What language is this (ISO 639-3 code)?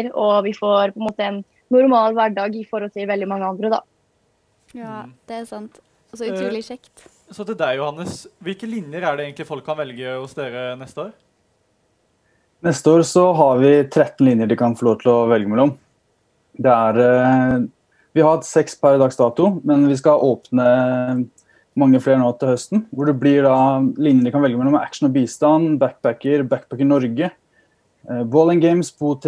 nor